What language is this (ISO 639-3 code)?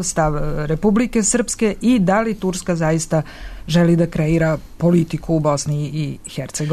srp